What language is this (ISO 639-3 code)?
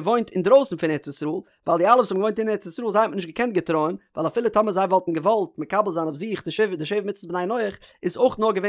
yid